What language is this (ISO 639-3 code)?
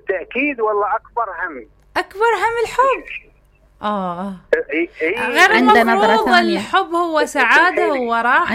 acm